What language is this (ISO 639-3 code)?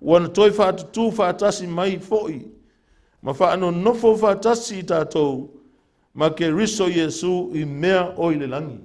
smo